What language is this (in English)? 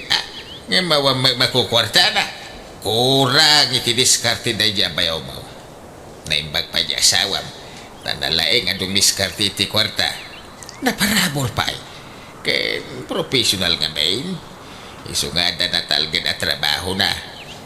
Iloko